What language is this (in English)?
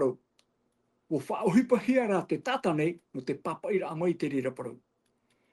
Tahitian